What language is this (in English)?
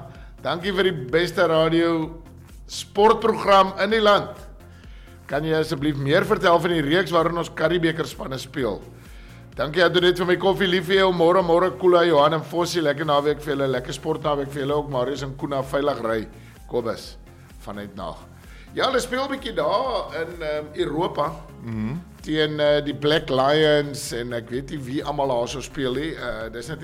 Afrikaans